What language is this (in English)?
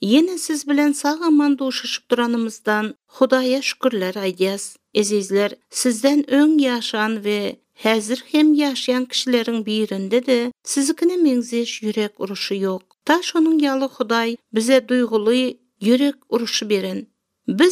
Turkmen